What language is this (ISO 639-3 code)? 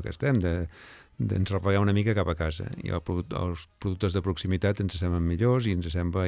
cat